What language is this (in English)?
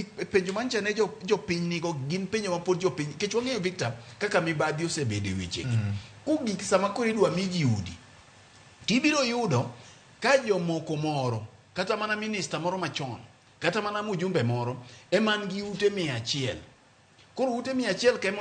Luo (Kenya and Tanzania)